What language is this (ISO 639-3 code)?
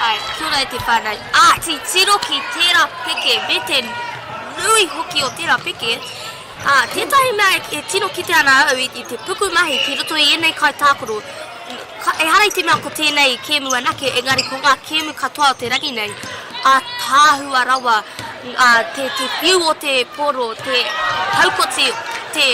mri